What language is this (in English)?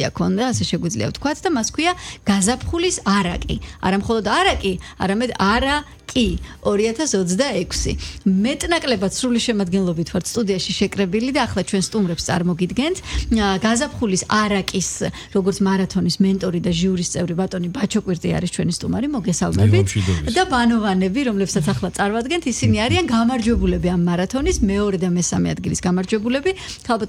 Georgian